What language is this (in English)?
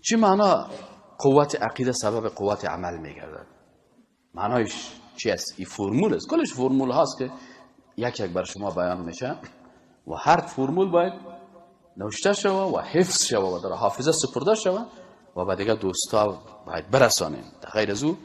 Persian